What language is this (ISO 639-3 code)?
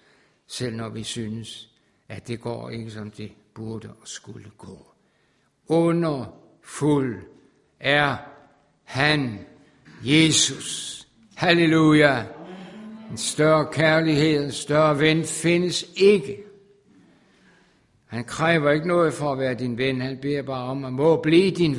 dan